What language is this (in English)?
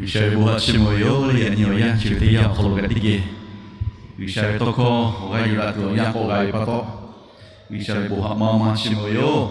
Lahu